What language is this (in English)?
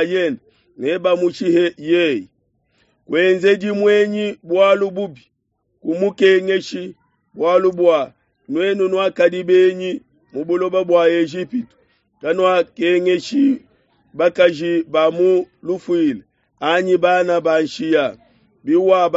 Luba-Lulua